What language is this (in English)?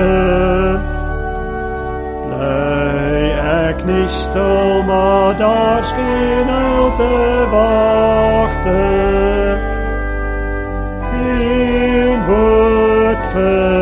Afrikaans